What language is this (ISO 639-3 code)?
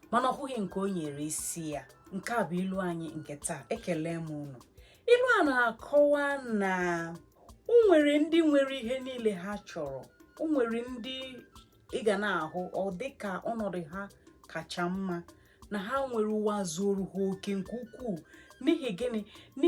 ibo